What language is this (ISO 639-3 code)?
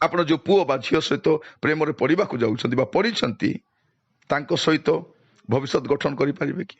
ori